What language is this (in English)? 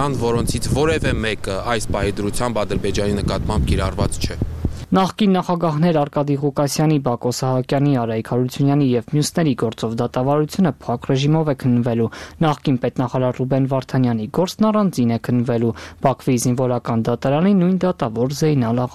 Armenian